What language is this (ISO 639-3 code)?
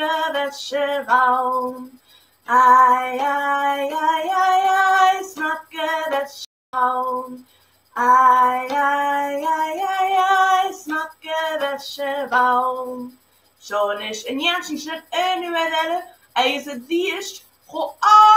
gla